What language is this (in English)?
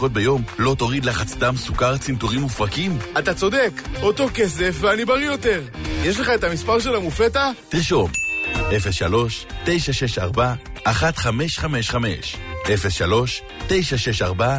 Hebrew